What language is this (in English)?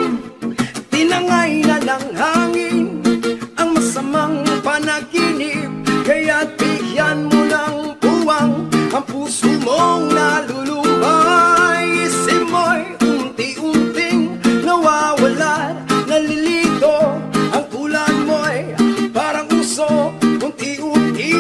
Filipino